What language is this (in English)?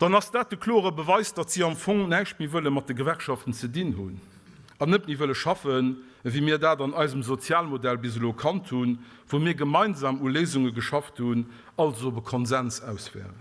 Luxembourgish